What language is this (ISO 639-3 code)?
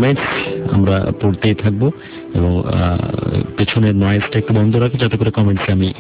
ben